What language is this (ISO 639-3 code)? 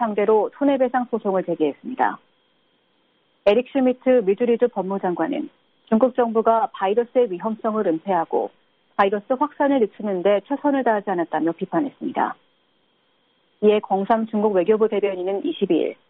kor